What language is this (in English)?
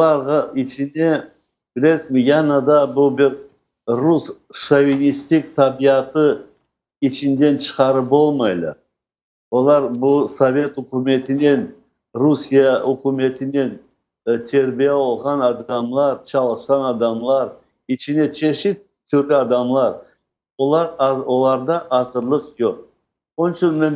Crimean Tatar